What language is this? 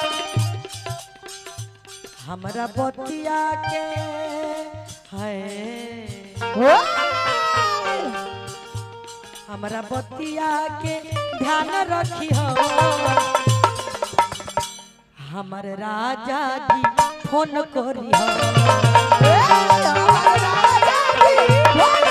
Bhojpuri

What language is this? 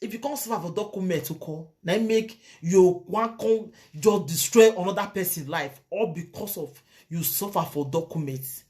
Nigerian Pidgin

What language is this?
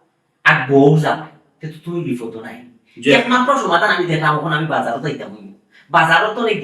Sylheti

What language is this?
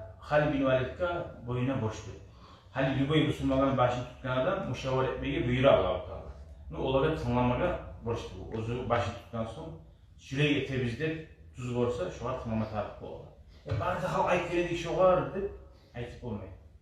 Kumyk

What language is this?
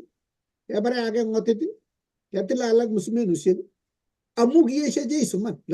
Kalenjin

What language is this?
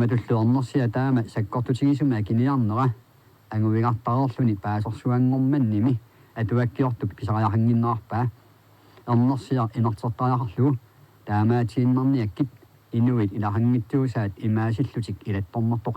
Kalaallisut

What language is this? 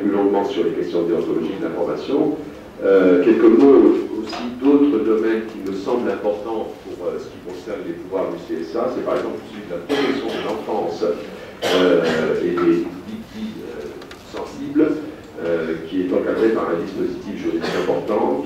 French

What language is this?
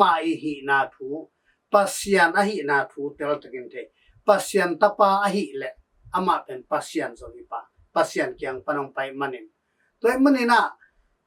Tedim Chin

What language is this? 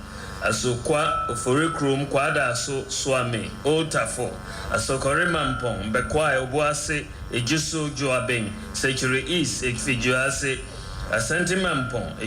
Akan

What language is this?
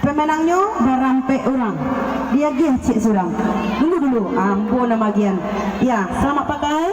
Minangkabau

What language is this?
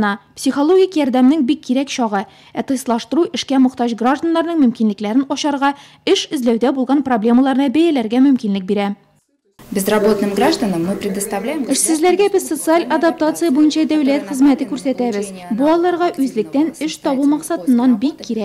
Tatar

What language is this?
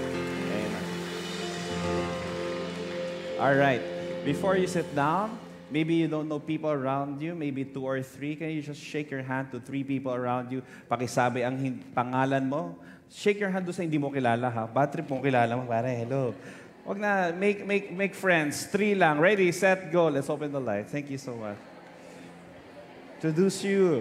Filipino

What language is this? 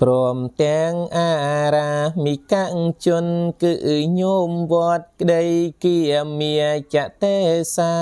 Khmer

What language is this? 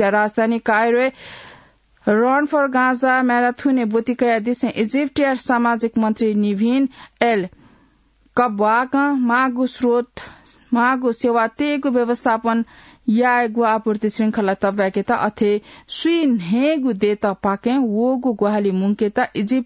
Newari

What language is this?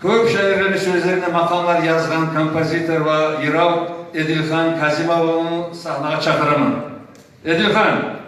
Kumyk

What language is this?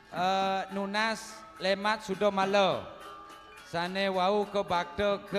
Balinese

